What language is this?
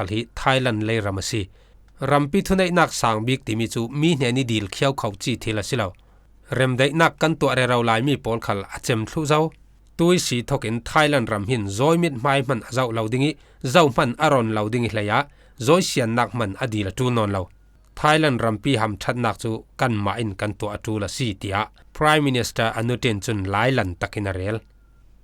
Falam Chin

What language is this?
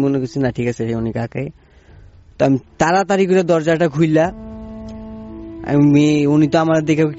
Bangla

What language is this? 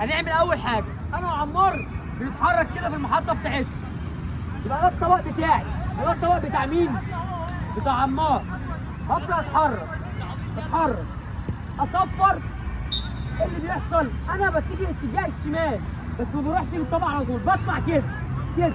Egyptian Arabic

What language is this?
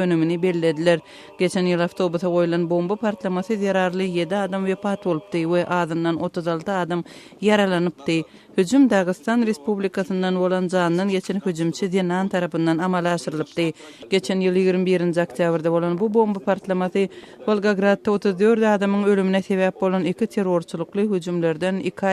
Turkmen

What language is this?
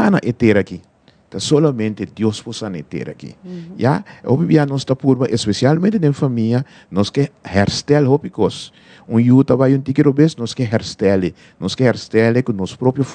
Papiamento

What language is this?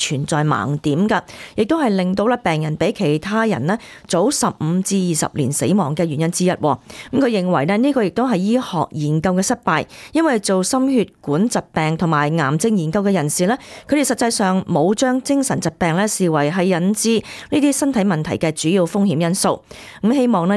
Cantonese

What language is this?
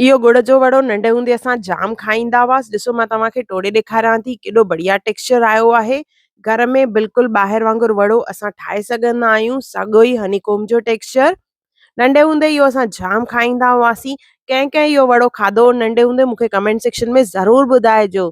Sindhi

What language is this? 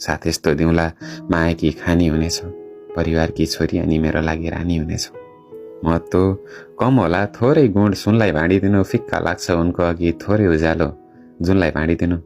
Nepali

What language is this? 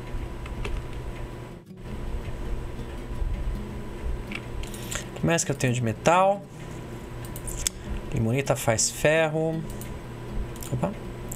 Portuguese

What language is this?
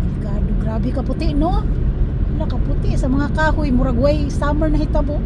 Cebuano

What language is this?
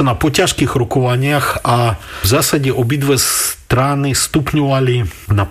Slovak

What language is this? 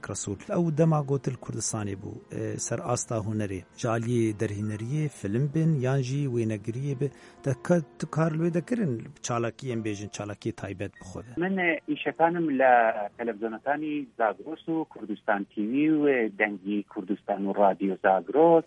Kurdish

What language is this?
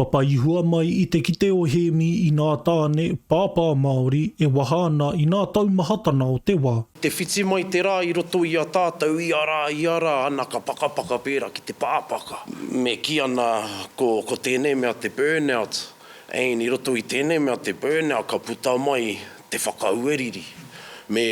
Māori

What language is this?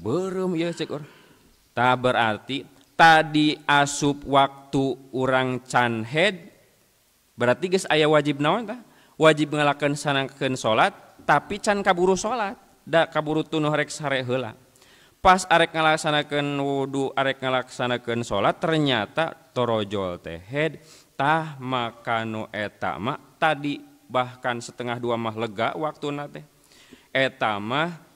Sundanese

